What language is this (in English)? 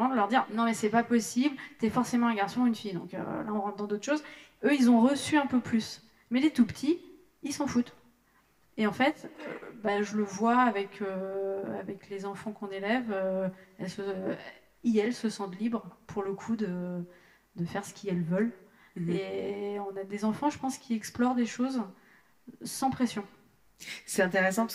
French